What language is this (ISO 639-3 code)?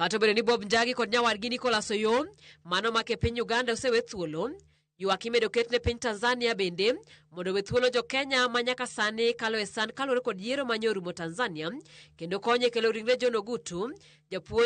luo